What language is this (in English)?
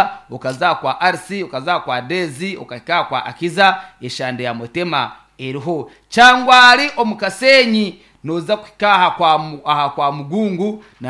Nyankole